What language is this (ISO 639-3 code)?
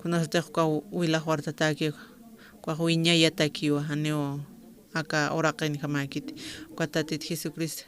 aym